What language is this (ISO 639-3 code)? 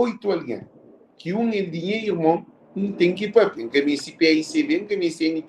kea